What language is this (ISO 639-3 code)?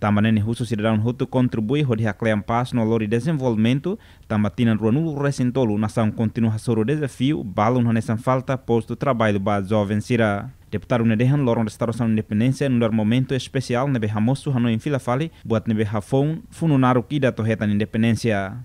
tet